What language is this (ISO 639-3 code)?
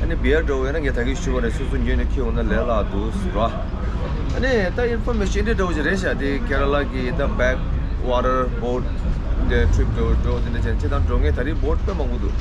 bod